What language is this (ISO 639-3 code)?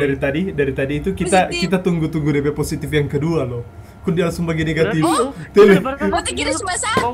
xmm